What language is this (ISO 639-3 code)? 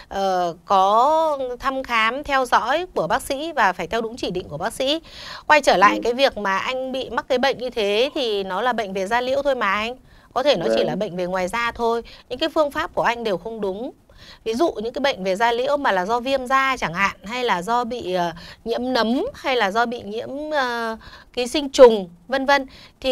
vie